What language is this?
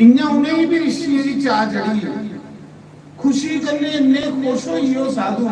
Dogri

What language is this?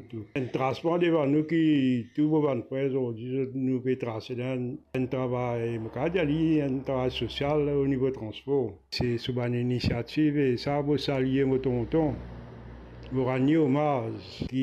Morisyen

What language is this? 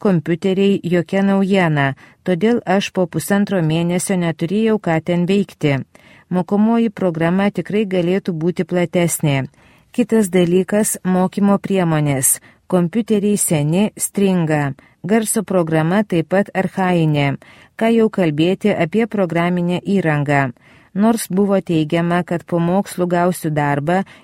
Lithuanian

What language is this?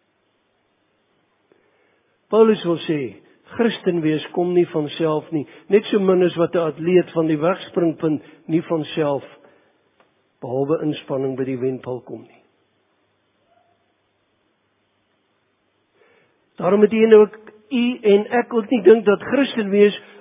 Afrikaans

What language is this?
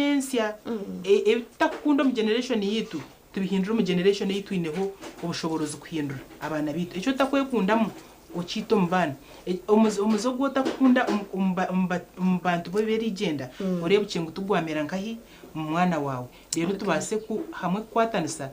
Nyankole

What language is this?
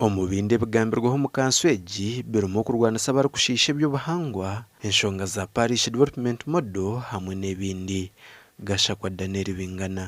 Nyankole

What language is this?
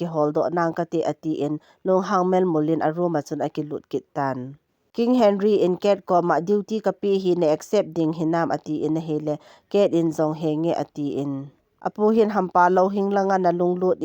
Thado Chin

